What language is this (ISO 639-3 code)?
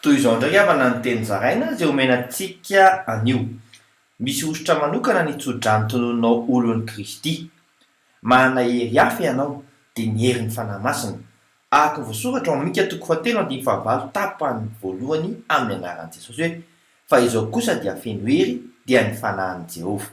mlg